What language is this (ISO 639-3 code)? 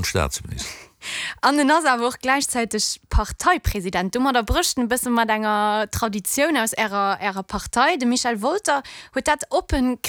ltz